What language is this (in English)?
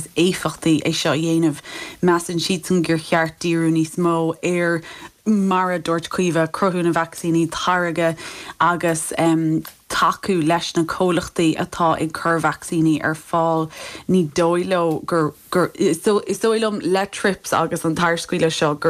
Irish